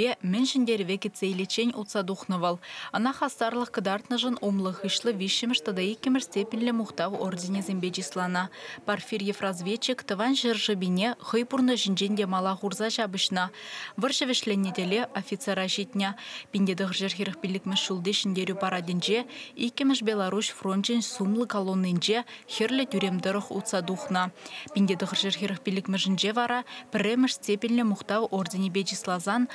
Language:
Chuvash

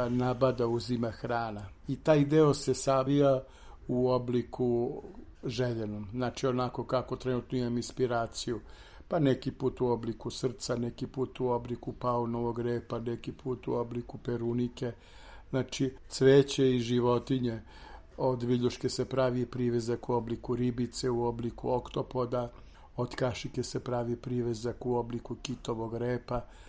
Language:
Serbian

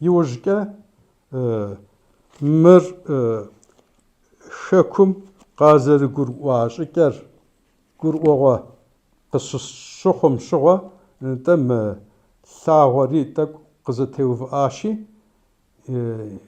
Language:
Kabardian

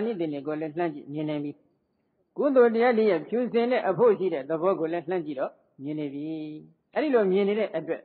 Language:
Burmese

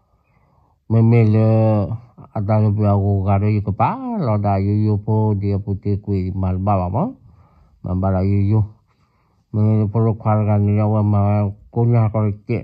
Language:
S'gaw Karen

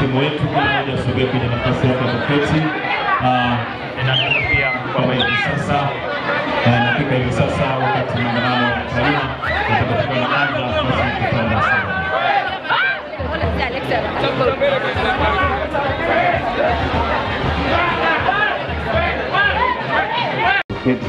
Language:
Swahili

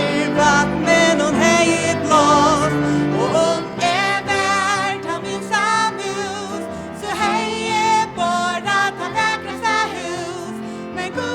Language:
Faroese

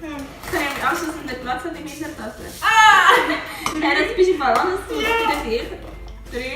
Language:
Swiss German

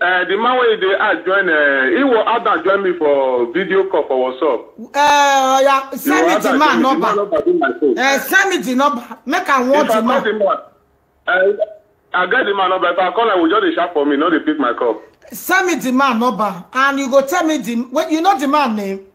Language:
Nigerian Pidgin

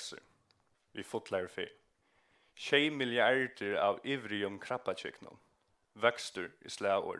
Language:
Faroese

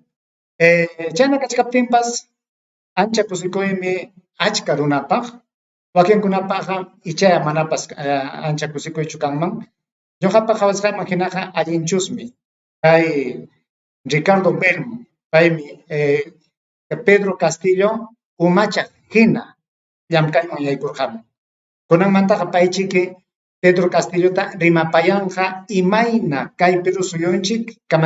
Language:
Ayacucho Quechua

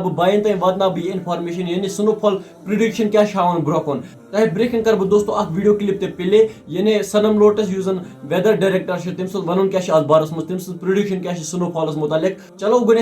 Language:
Kashmiri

